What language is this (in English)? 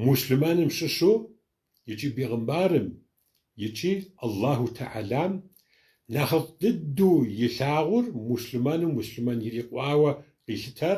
Kabardian